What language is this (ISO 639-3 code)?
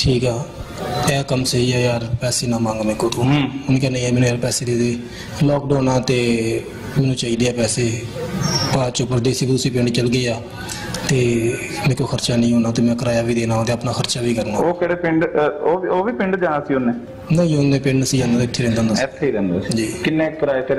pan